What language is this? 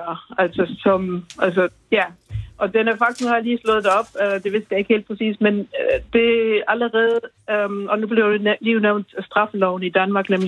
Danish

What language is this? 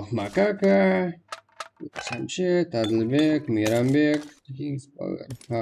Kara-Kalpak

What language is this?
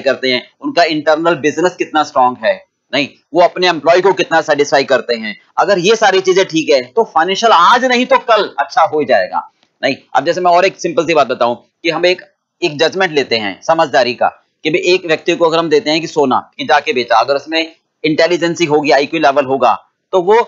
Hindi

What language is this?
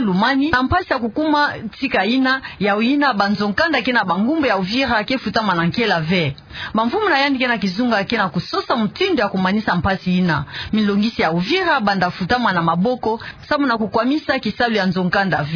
Kituba (Democratic Republic of Congo)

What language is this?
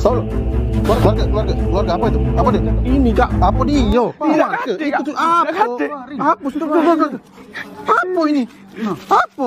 Musi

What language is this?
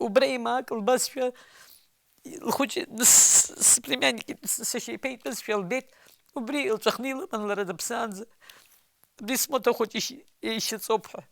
Abkhazian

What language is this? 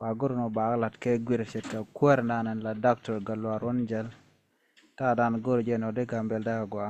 Nuer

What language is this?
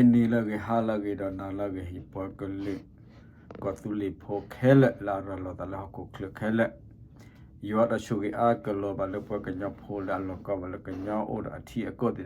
S'gaw Karen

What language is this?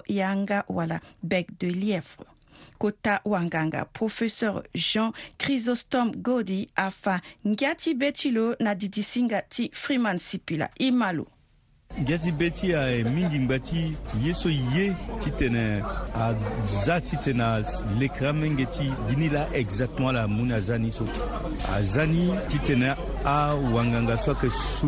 Sango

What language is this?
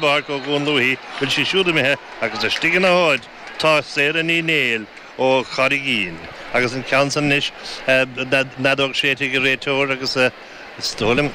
Irish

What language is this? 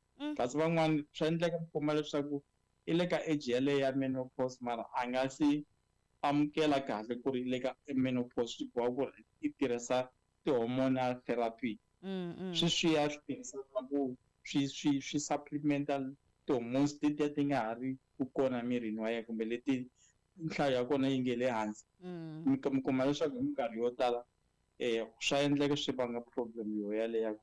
Tsonga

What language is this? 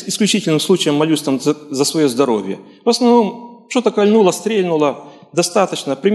Russian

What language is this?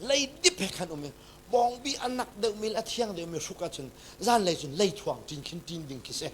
Hakha Chin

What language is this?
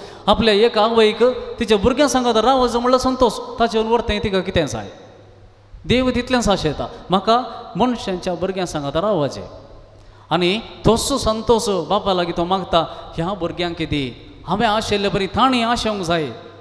Konkani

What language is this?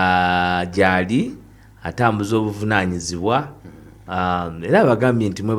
Ganda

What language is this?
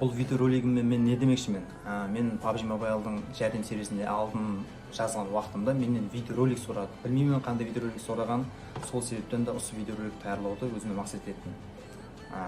Kara-Kalpak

